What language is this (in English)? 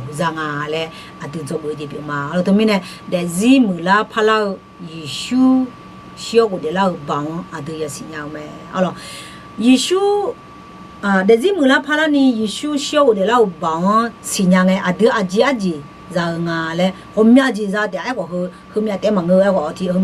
Akha